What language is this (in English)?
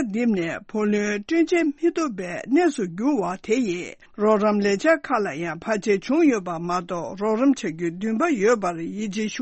Tibetan